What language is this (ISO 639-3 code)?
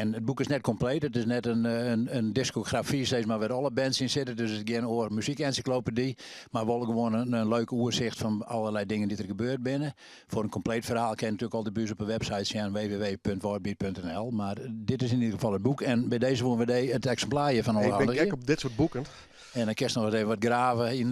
fry